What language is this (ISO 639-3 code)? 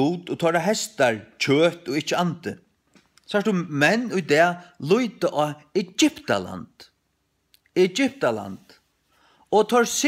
fao